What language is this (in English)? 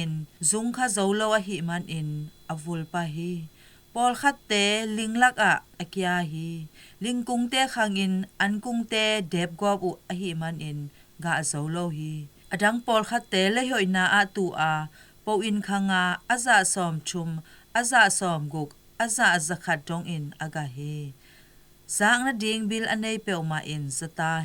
Tedim Chin